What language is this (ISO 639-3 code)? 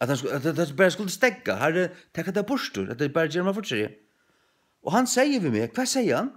fao